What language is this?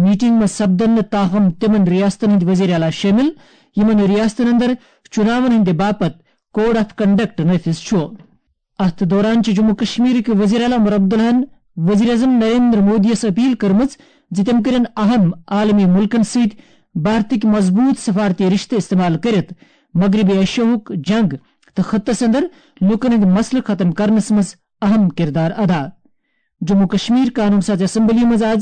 Kashmiri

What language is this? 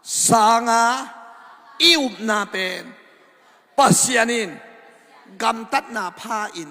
Tedim Chin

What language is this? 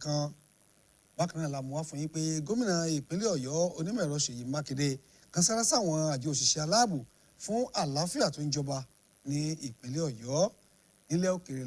Yoruba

